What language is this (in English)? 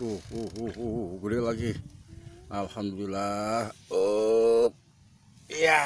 Betawi